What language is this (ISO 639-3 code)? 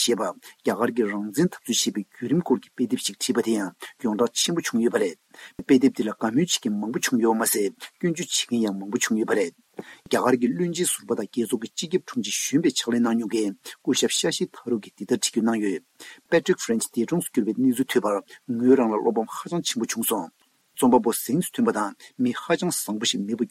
bod